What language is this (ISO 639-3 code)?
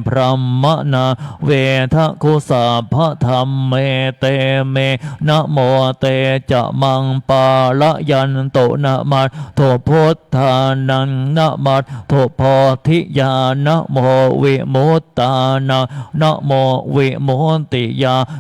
pli